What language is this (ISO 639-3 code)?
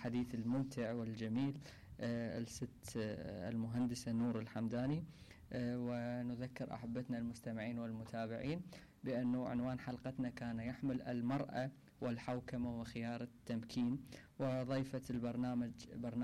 acm